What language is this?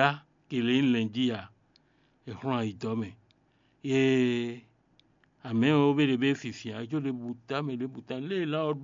Fon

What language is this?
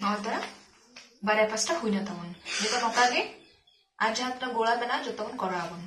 Santali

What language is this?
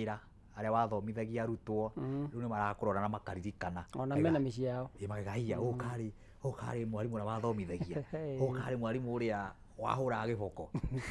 Kikuyu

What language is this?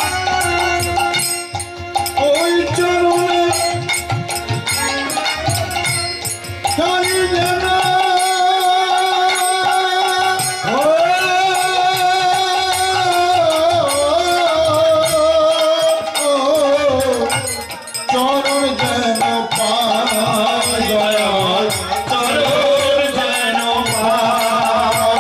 Bangla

